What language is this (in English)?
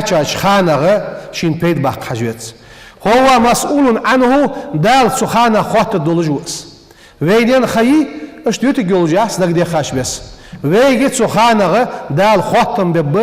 Ingush